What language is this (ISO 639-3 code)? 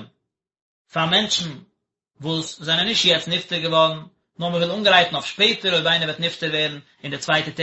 yid